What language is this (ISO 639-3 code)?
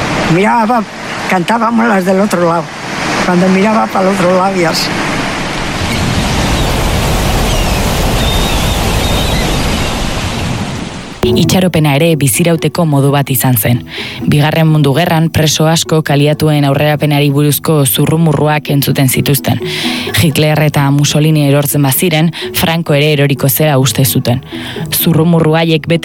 eus